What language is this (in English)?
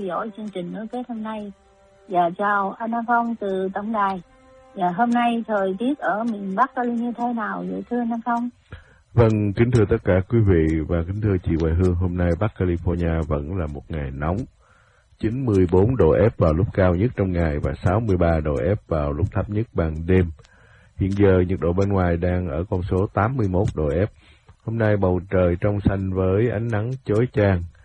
Vietnamese